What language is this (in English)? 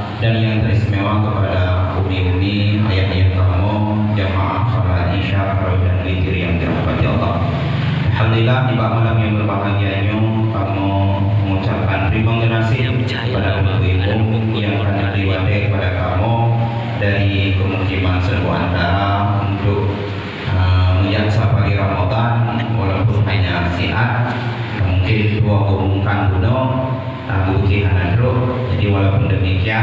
Achinese